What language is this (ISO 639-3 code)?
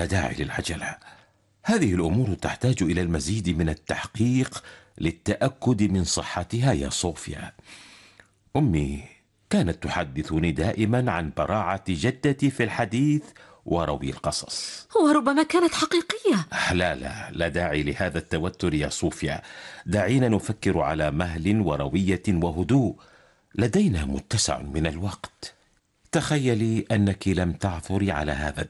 ara